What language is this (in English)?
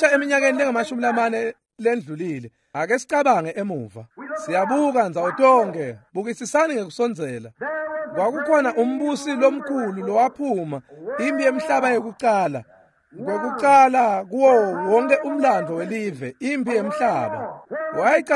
Swati